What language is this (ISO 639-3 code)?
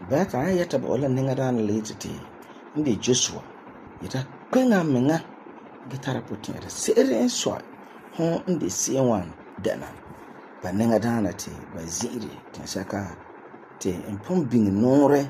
gur